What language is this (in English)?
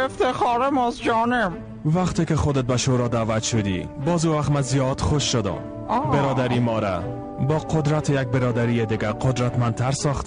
Persian